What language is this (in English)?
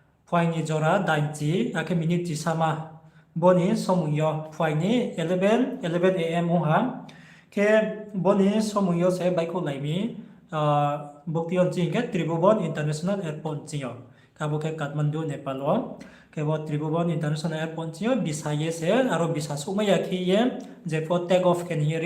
Riang (India)